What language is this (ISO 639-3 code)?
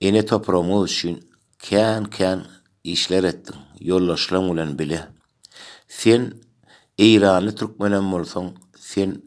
tuk